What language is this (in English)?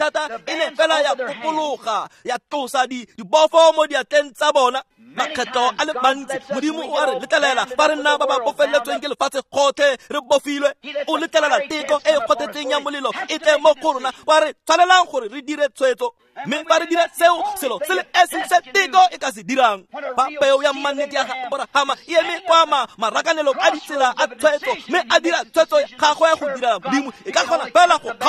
Tswana